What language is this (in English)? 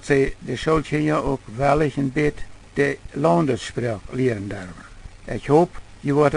Plautdietsch